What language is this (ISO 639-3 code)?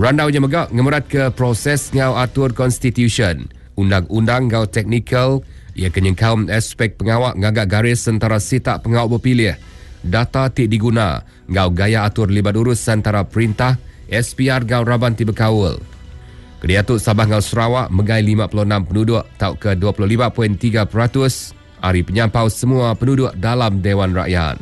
iba